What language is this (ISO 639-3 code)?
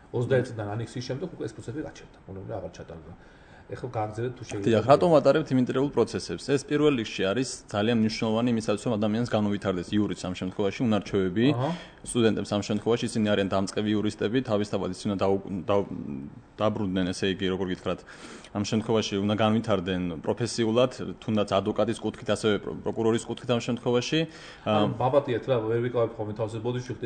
kat